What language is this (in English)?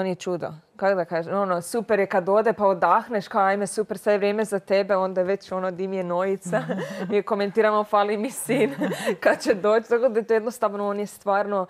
Croatian